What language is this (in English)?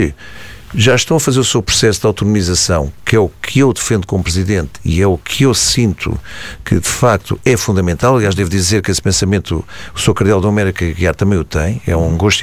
Portuguese